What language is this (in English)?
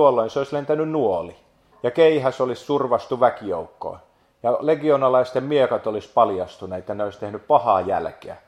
Finnish